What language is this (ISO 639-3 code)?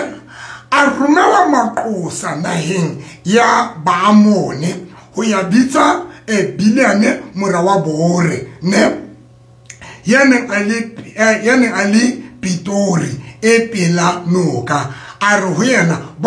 sot